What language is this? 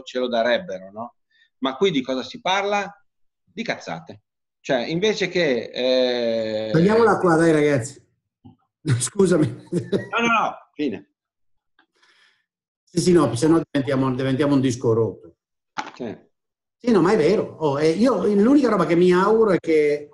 Italian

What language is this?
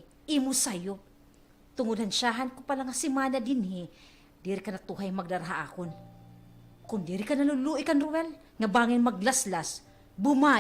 Waray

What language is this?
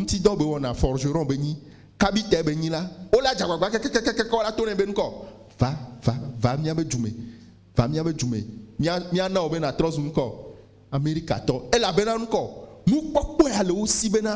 Ewe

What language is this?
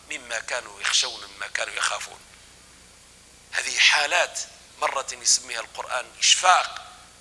Arabic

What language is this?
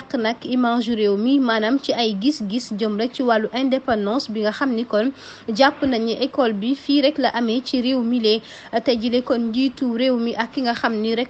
Wolof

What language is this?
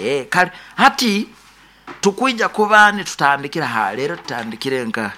Nyoro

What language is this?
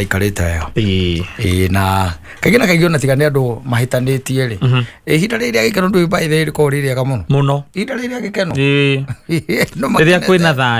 Kikuyu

